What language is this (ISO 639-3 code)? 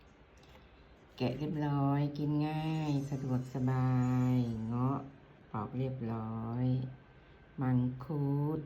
lao